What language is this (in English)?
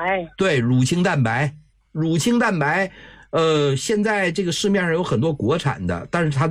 Chinese